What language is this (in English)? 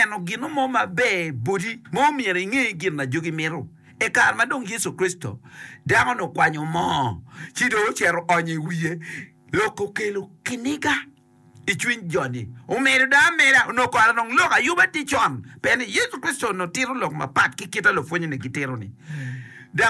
Acoli